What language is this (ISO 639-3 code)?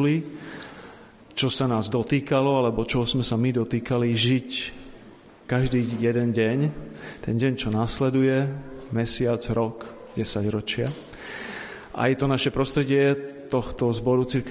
slk